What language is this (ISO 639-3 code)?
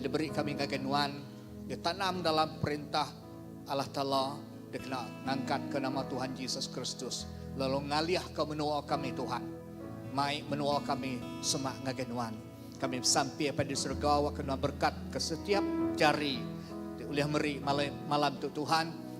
iba